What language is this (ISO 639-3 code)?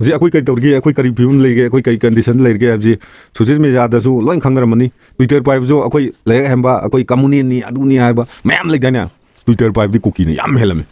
mni